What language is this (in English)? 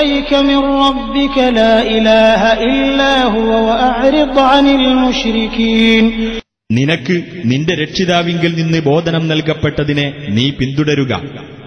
Malayalam